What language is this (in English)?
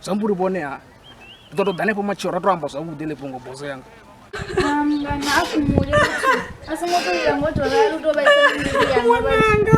Venda